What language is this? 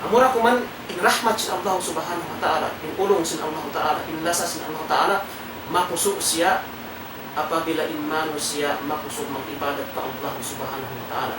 Tausug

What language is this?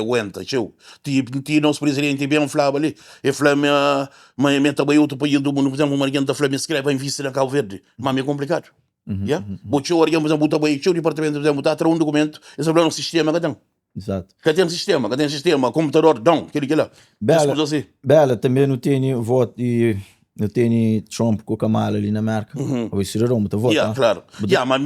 Kabuverdianu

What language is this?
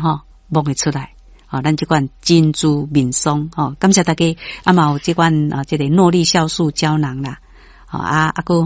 Min Nan Chinese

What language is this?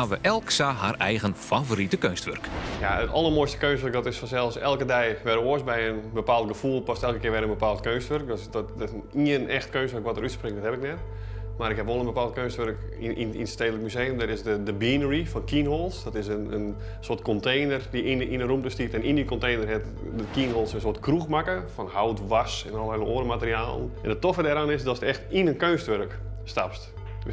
Western Frisian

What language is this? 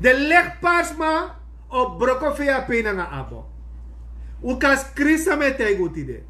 Sranan Tongo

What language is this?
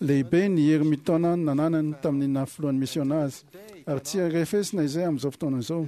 Malagasy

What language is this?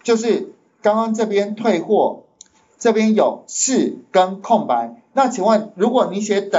Chinese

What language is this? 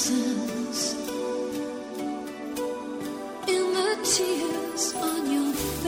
Estonian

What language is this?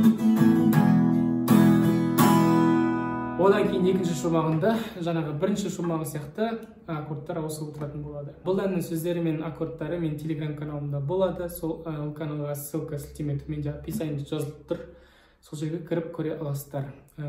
Kazakh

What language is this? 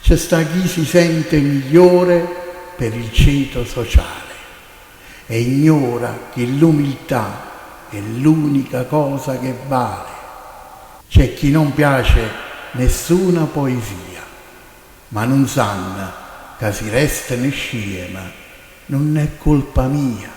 Neapolitan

